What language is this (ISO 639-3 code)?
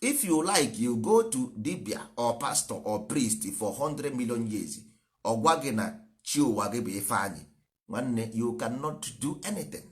ibo